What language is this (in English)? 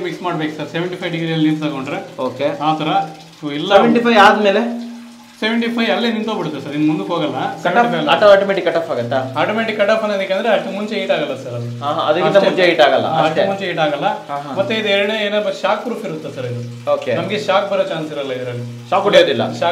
Kannada